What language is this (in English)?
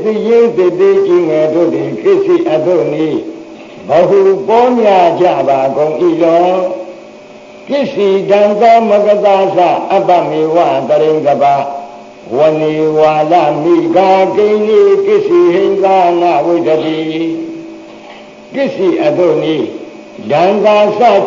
Burmese